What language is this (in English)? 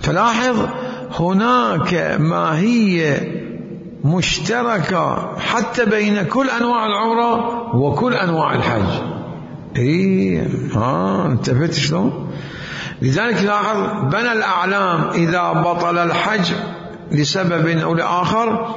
Mesopotamian Arabic